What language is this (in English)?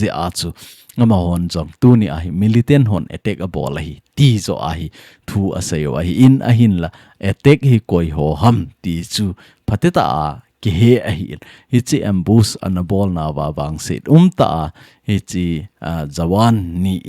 Thado Chin